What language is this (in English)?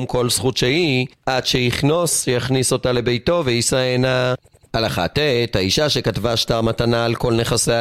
Hebrew